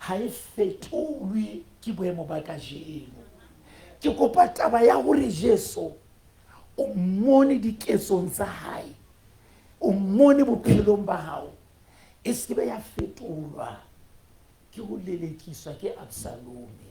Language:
Southern Sotho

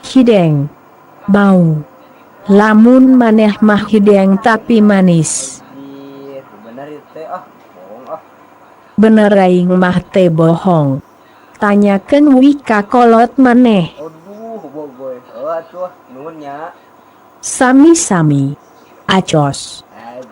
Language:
Sundanese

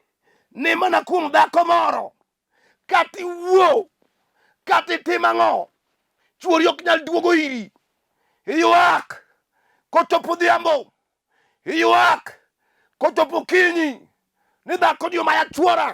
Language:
Luo (Kenya and Tanzania)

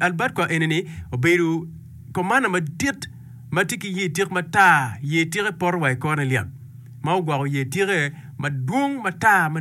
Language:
Acoli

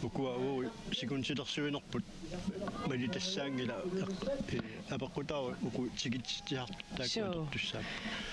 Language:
Kalaallisut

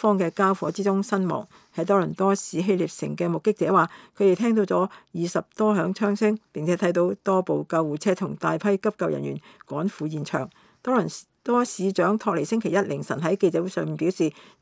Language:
Cantonese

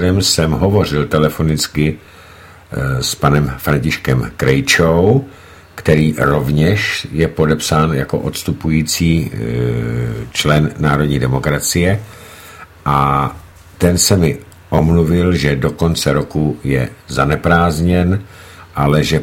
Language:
Czech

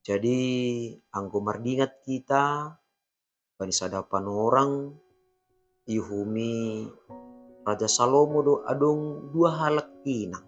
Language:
Batak Simalungun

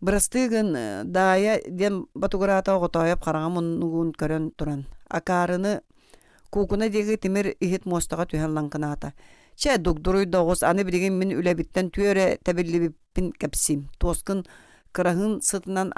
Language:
Yakut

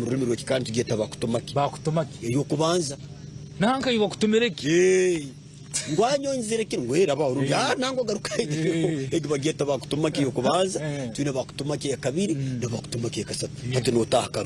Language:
Nyankole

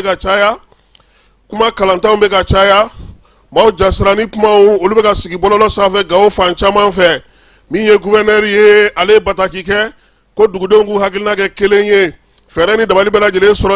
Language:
Bambara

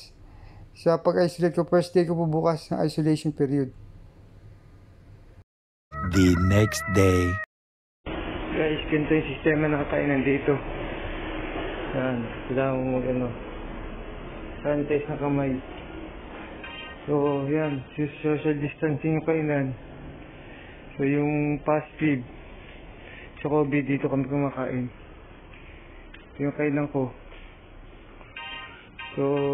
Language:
Filipino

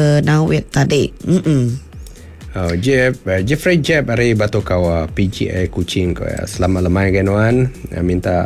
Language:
Iban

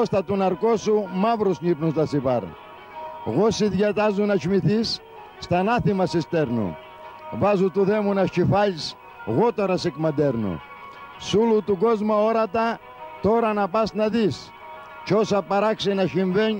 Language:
Greek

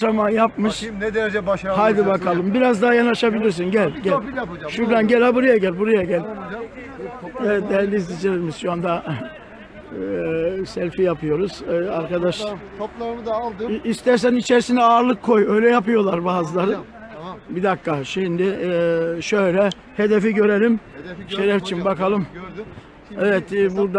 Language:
Turkish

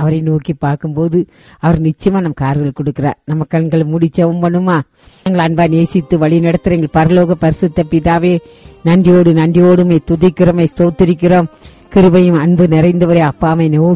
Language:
Tamil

